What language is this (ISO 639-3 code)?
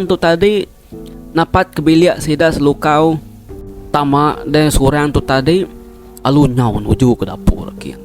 iba